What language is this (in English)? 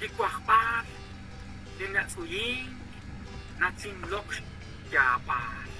Kekchí